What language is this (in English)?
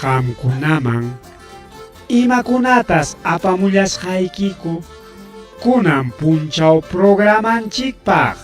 Ayacucho Quechua